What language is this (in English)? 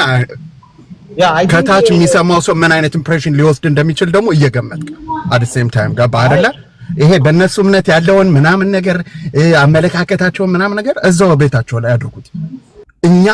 Amharic